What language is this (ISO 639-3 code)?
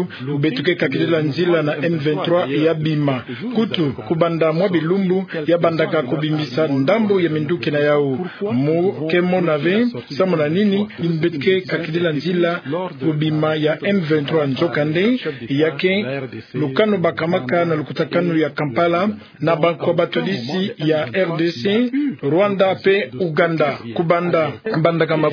ktu